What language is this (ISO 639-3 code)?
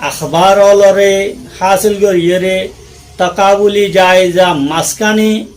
rhg